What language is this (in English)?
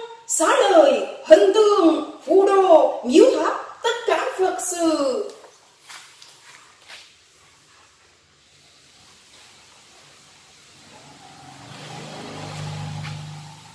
Vietnamese